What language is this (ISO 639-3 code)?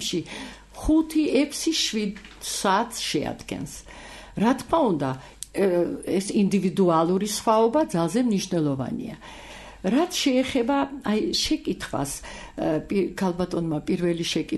kat